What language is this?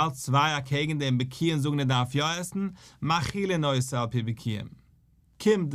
Yiddish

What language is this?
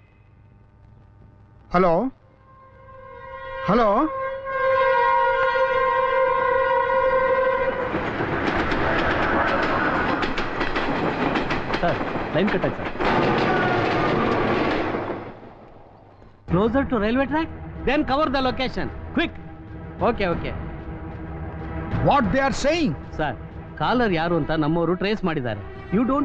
Kannada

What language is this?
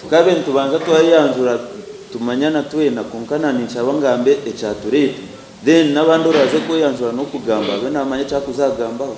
Nyankole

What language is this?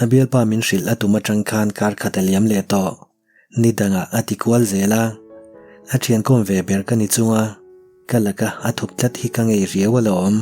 Mizo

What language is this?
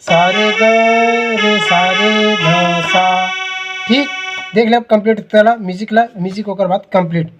Chhattisgarhi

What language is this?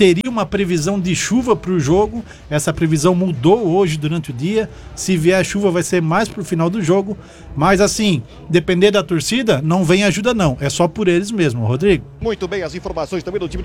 Portuguese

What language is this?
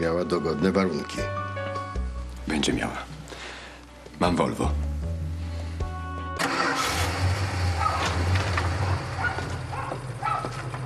Polish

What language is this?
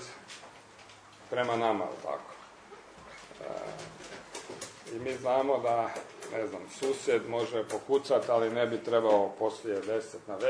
Croatian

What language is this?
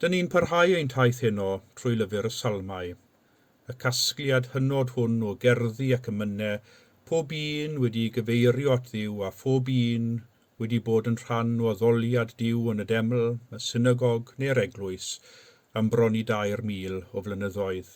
Welsh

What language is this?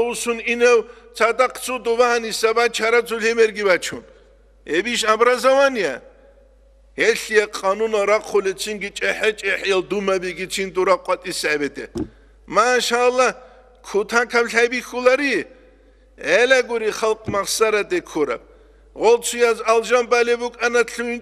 Avaric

